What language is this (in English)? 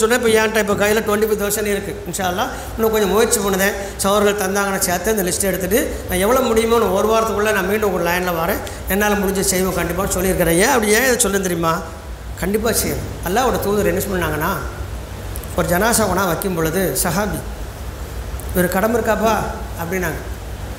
Tamil